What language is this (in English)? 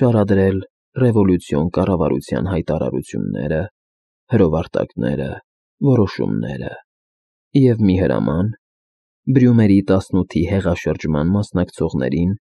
Armenian